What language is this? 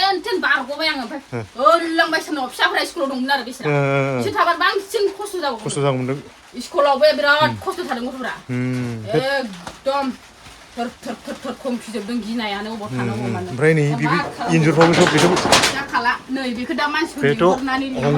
Bodo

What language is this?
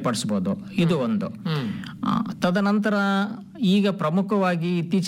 Kannada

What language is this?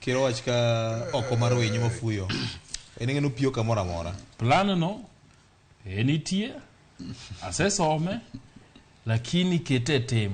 Luo (Kenya and Tanzania)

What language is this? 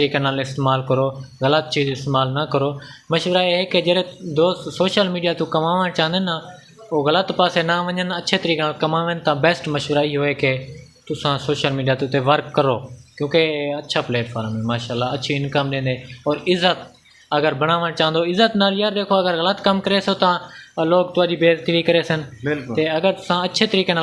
Saraiki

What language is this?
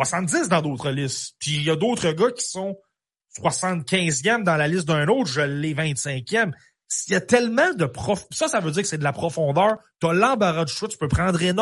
French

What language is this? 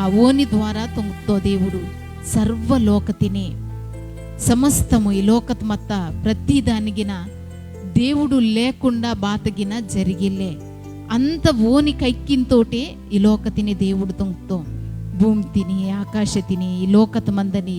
Koya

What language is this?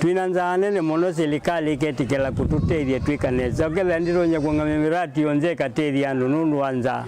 Kamba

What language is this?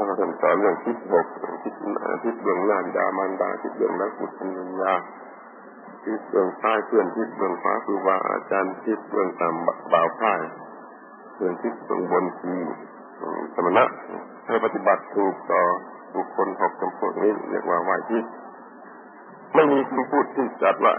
Thai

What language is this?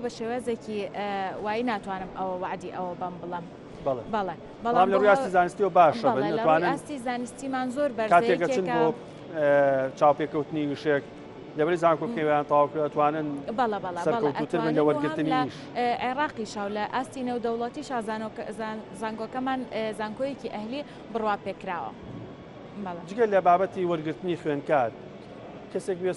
Central Kurdish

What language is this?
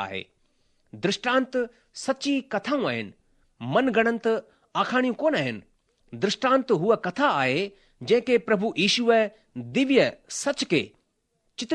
Sindhi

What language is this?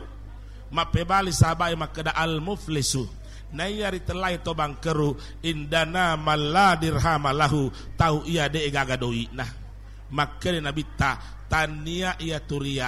Buginese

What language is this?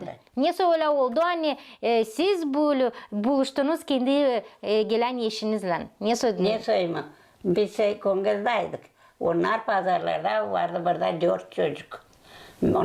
Gagauz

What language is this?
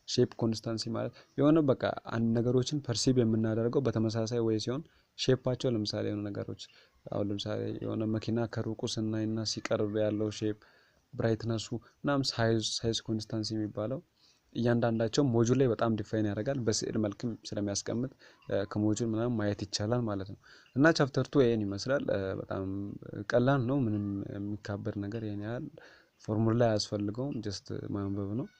Amharic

